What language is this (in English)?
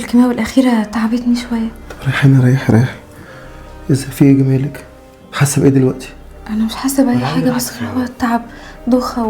Egyptian Arabic